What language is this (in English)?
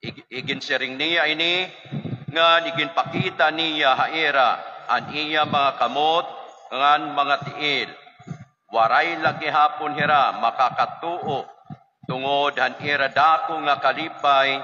Waray